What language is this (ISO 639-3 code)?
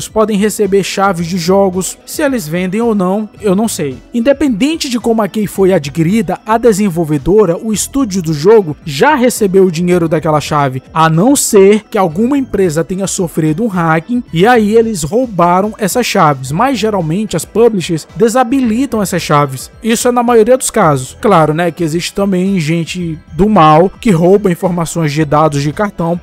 por